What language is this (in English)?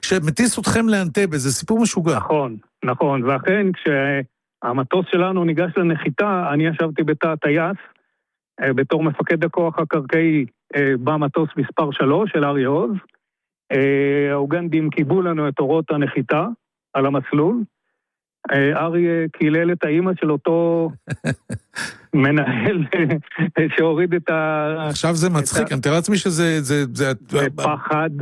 Hebrew